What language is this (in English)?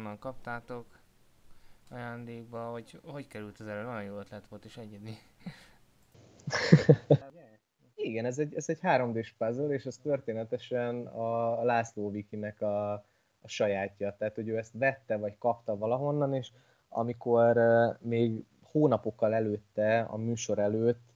Hungarian